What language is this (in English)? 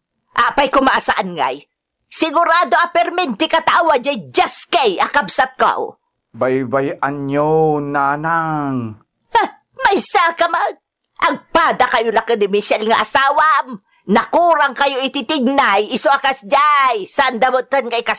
Iloko